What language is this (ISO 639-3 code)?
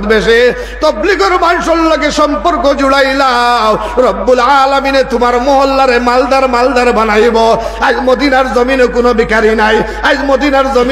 syl